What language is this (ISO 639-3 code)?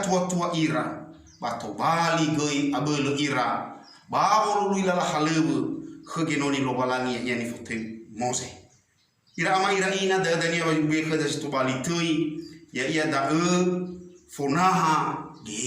nia